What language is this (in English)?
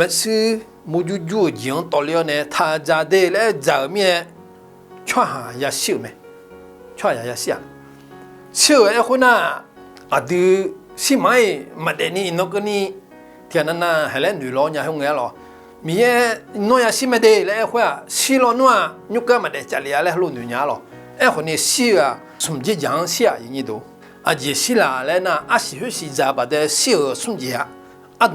Akha